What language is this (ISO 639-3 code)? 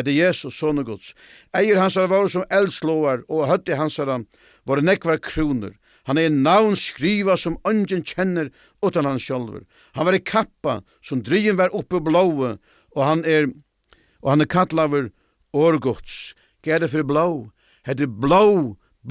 fao